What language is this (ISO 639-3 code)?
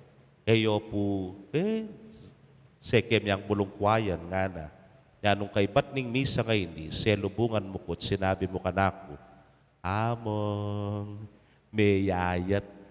pam